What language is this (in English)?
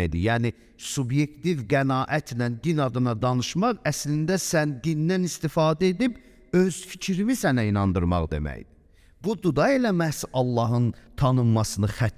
Azerbaijani